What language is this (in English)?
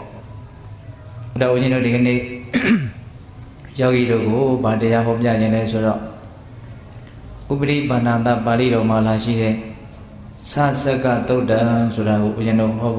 Burmese